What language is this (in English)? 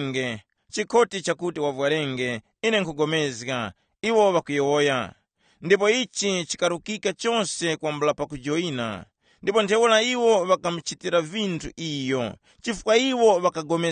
Tumbuka